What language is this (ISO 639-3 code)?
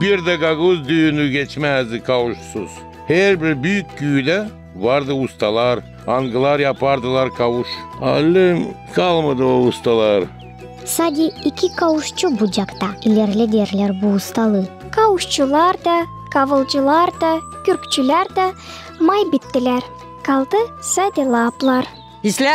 gag